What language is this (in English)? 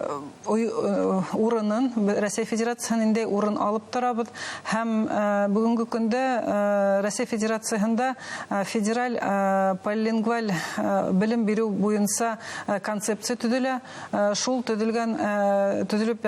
Bashkir